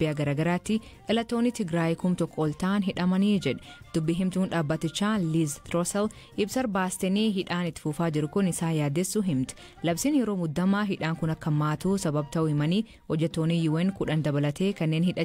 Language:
Oromo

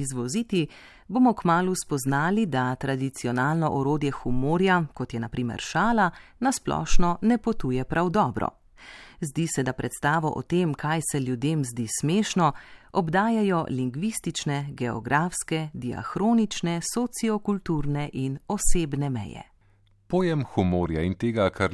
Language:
Slovenian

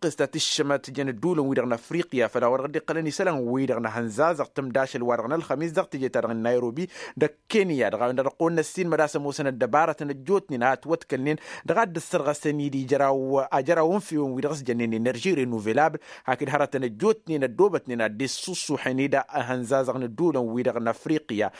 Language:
Tamasheq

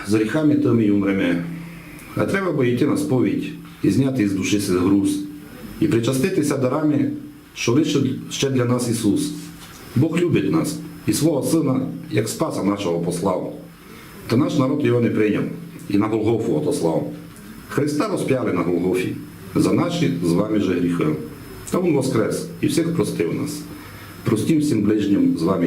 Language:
Rusyn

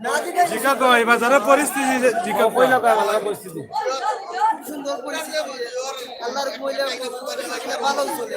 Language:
Sylheti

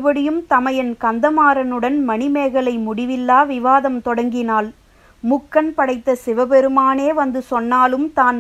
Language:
Tamil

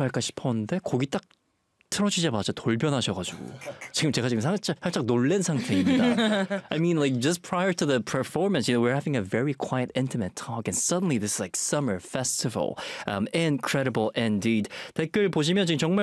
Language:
Korean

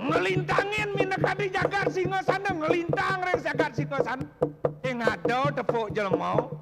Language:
Balinese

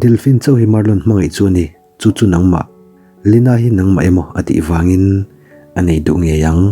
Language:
Mizo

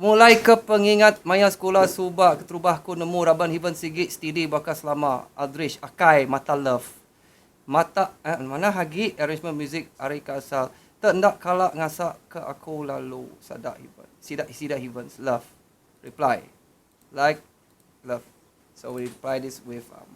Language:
Iban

